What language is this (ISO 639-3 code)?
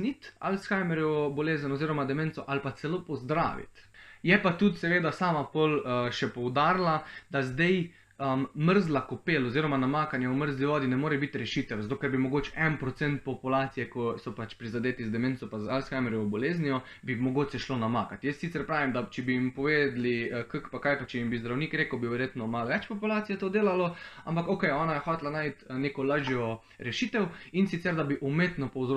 slv